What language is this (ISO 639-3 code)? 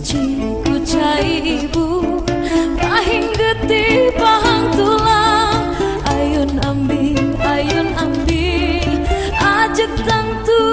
sun